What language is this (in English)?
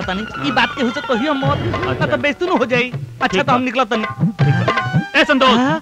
Bhojpuri